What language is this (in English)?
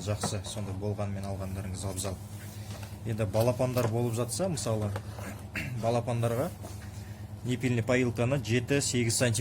Kazakh